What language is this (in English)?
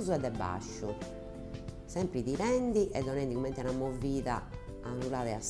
Sardinian